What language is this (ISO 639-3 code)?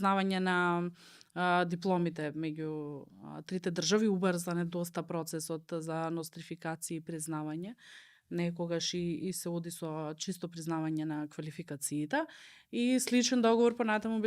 mkd